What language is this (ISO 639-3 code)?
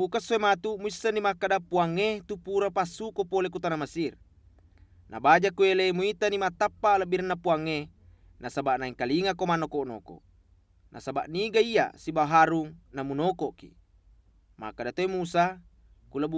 bug